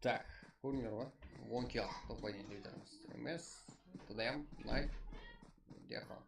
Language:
Kara-Kalpak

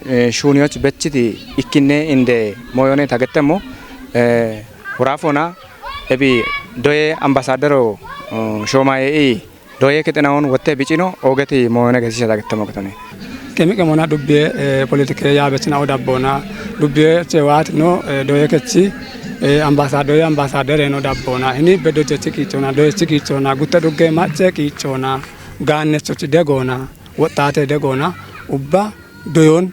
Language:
Kafa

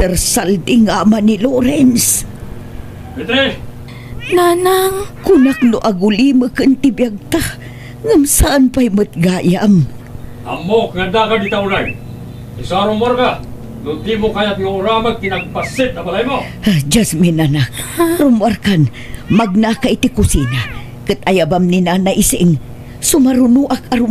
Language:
Iloko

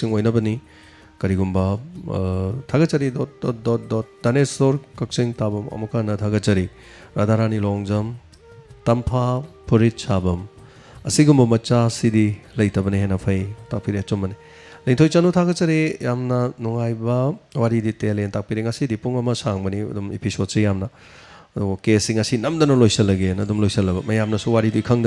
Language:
Manipuri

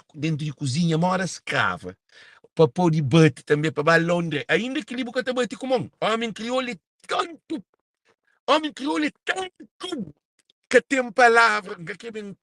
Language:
Kabuverdianu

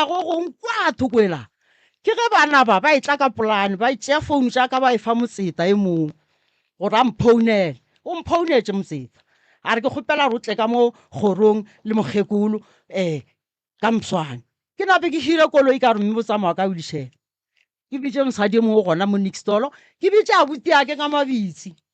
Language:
Northern Sotho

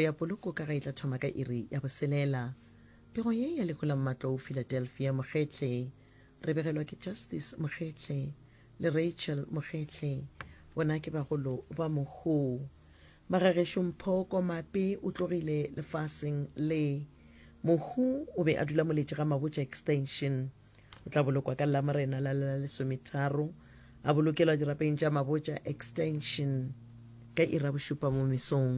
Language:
Northern Sotho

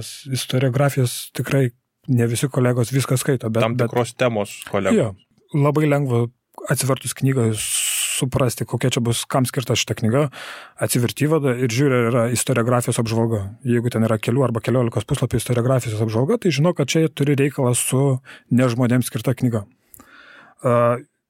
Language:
Lithuanian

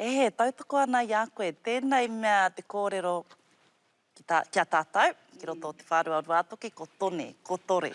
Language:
Māori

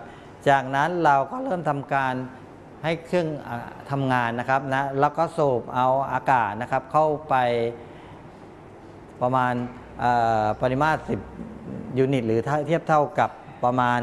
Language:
Thai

